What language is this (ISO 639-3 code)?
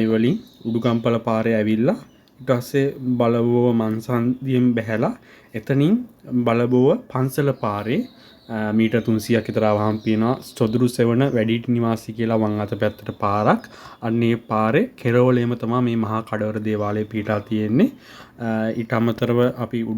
sin